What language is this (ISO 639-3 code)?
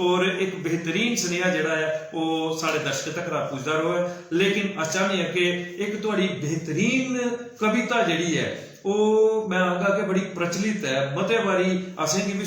doi